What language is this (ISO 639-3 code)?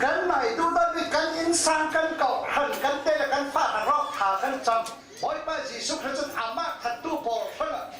cfm